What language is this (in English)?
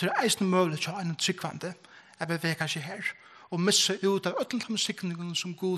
Faroese